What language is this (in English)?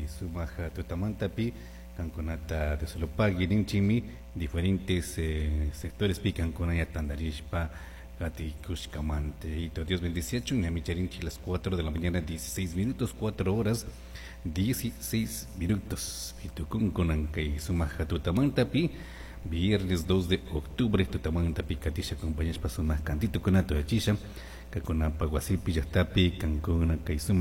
Chimborazo Highland Quichua